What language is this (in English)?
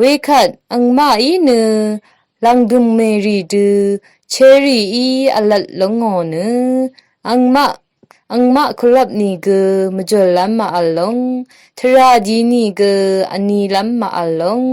Rawang